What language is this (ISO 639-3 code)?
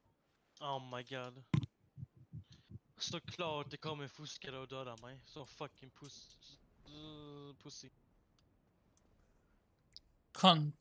swe